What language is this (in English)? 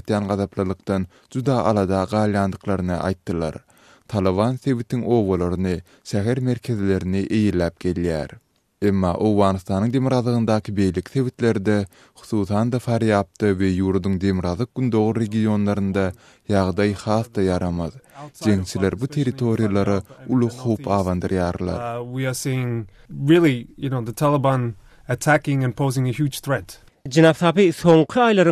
Turkmen